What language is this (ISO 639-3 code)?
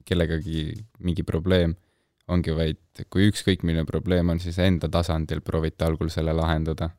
est